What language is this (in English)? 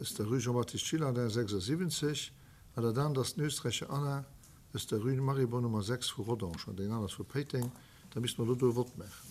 Luxembourgish